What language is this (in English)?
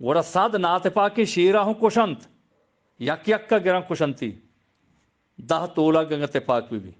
Eastern Balochi